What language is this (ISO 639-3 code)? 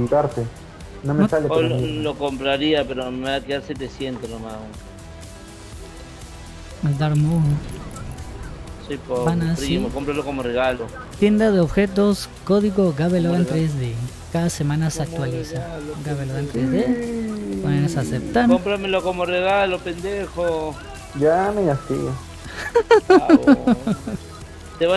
spa